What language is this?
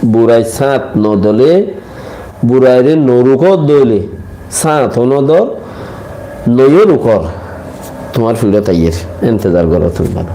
Rohingya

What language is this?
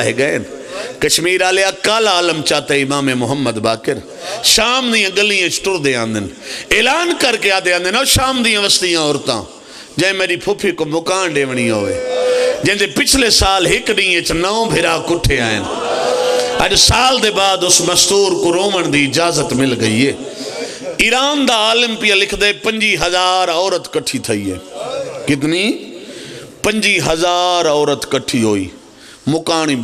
Pahari-Potwari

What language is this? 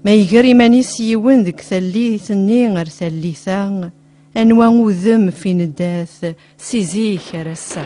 Kabyle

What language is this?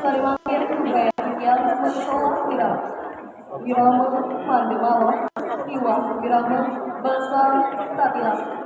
Balinese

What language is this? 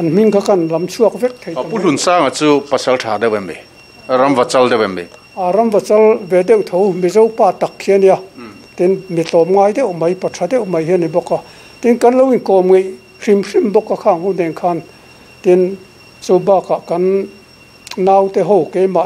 Mizo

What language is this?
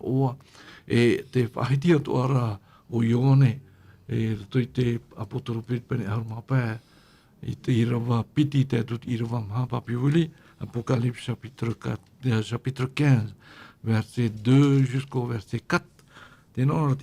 Tahitian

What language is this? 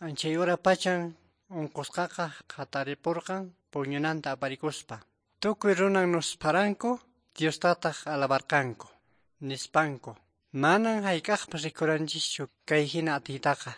Quechua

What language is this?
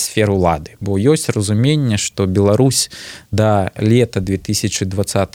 Belarusian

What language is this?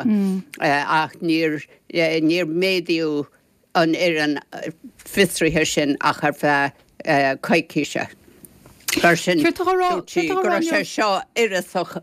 Irish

